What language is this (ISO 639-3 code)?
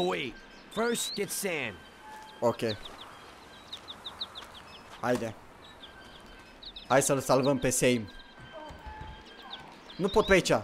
ron